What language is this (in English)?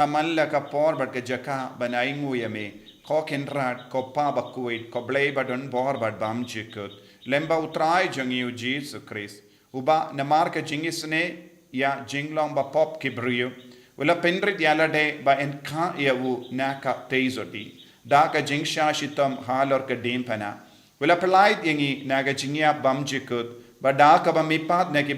Khasi